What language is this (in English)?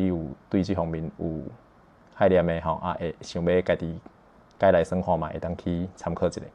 Min Nan Chinese